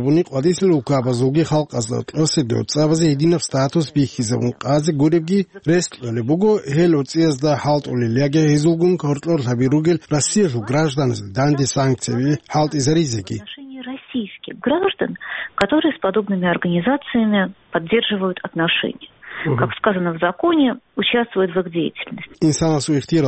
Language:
Avaric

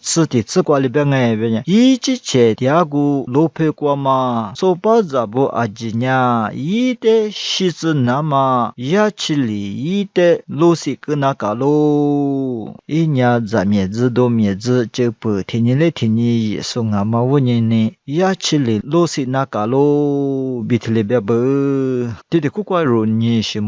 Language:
Lisu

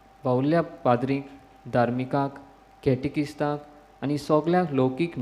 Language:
Konkani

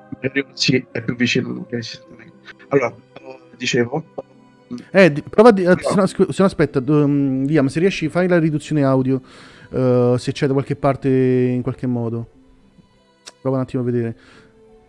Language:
Italian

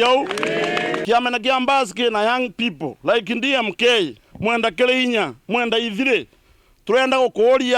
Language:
Meru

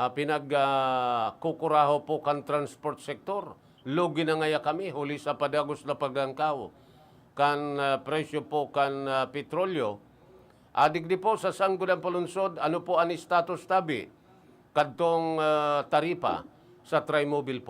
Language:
Bikol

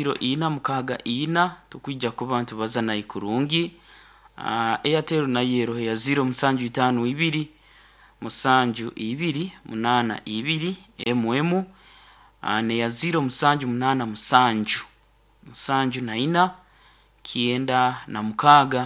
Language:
Nyoro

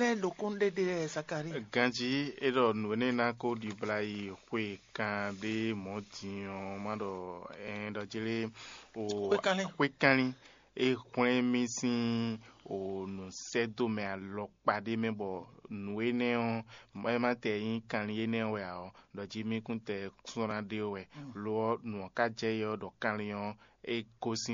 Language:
Fon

